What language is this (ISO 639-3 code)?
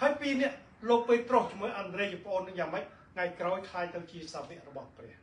khm